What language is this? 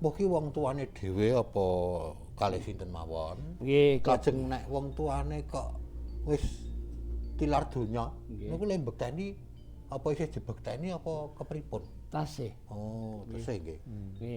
Javanese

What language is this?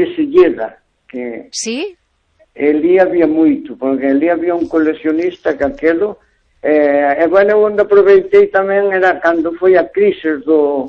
Galician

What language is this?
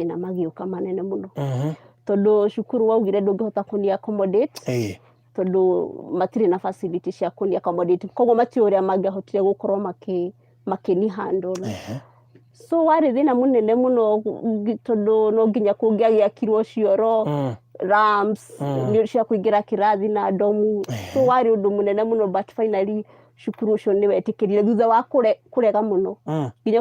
Kikuyu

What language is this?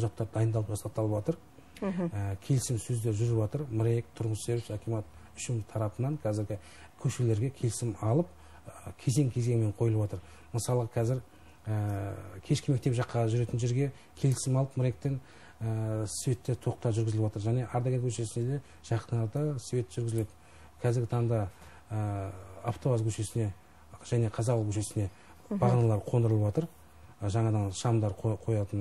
Kazakh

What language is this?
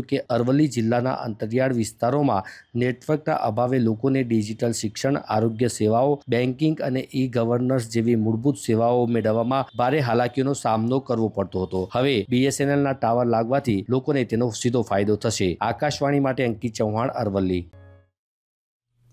Gujarati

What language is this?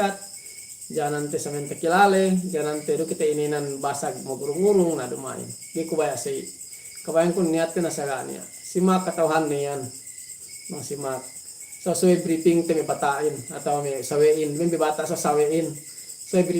Yakan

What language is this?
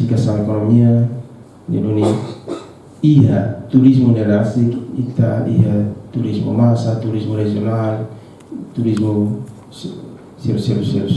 Tetum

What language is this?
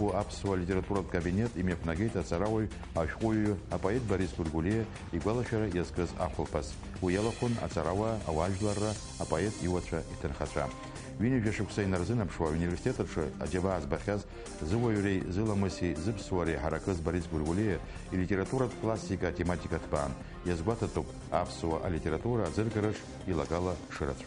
Abkhazian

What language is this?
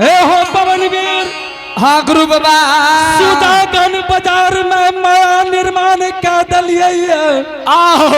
Angika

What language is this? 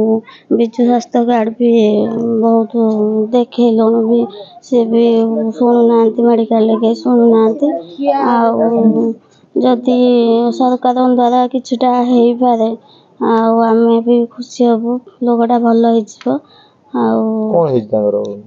Odia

